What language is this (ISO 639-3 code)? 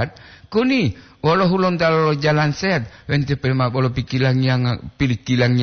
gor